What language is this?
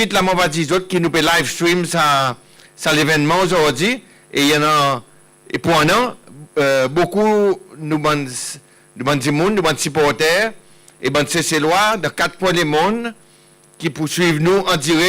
Seselwa Creole French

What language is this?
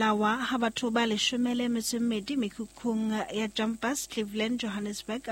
Southern Sotho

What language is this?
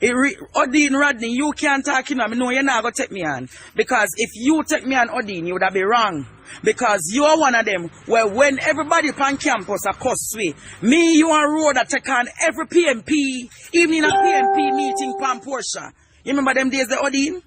Jamaican Creole English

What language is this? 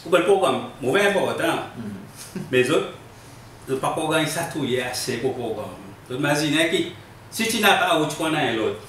Seselwa Creole French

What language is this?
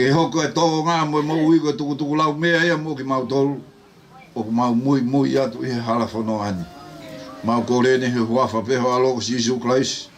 Tongan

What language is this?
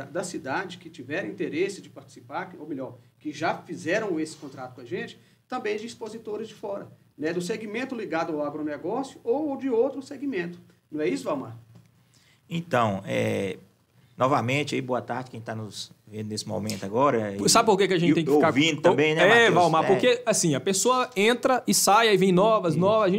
Portuguese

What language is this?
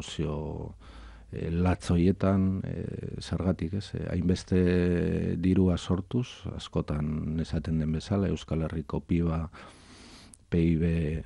Basque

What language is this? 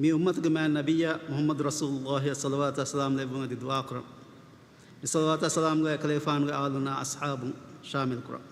Divehi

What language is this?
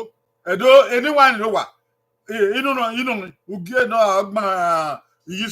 Bini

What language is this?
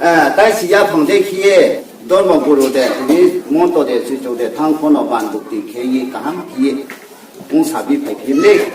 Riang (India)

